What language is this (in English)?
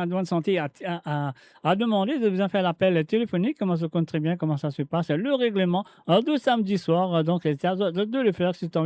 Morisyen